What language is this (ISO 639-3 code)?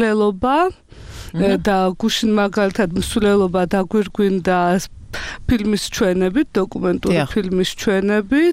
kat